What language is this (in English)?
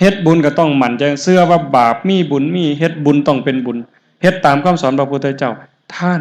Northeastern Thai